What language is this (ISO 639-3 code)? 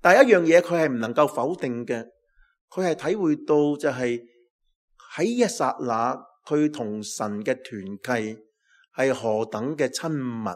yue